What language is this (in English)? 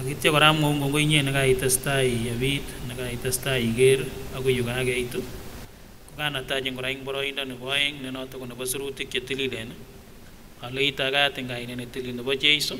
Kipsigis